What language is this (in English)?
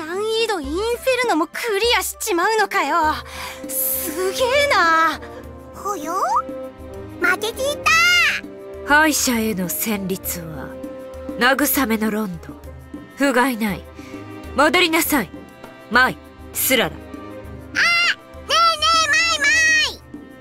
Japanese